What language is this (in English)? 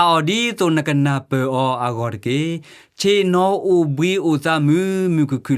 S'gaw Karen